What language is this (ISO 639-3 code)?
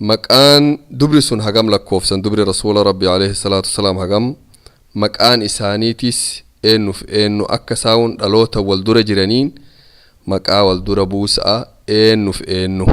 orm